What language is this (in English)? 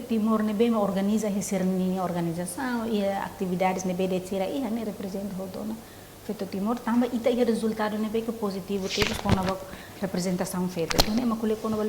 Tetum